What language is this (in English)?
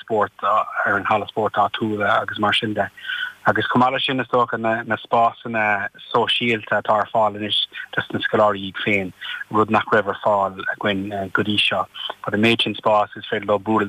Irish